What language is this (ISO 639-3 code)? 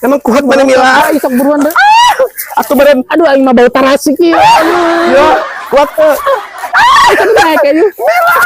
sun